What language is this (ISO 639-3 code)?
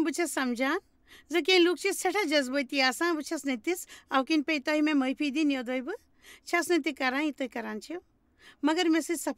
kas